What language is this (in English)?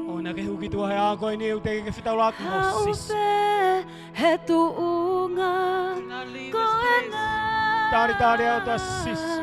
Tongan